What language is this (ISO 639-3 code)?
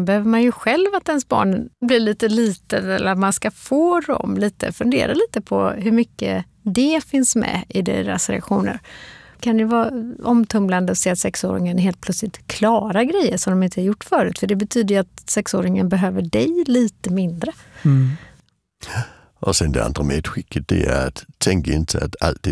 swe